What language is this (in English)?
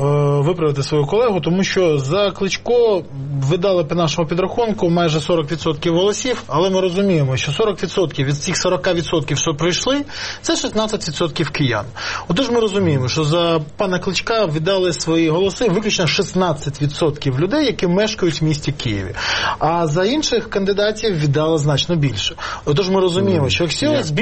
Ukrainian